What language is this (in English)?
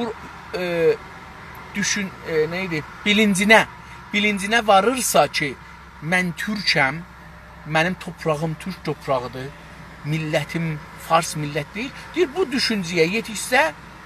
South Azerbaijani